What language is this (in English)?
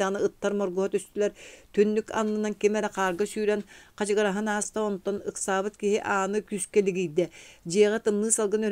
Yakut